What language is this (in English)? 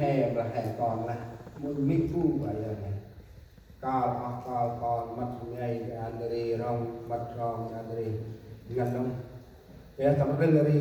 Central Mnong